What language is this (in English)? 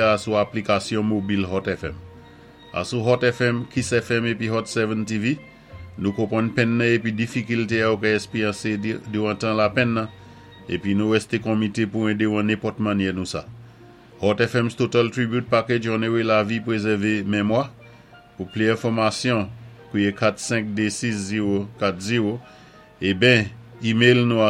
Saint Lucian Creole French